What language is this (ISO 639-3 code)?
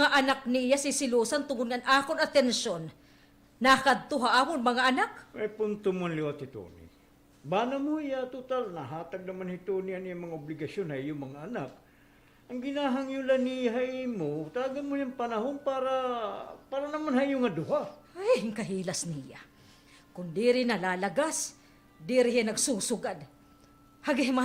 war